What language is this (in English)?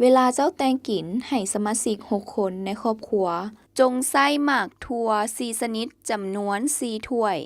Lao